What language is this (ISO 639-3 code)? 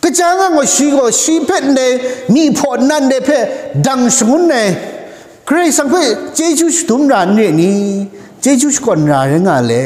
kac